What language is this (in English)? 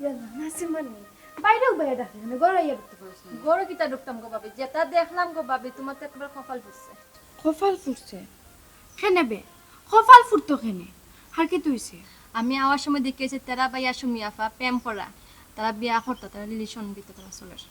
Sylheti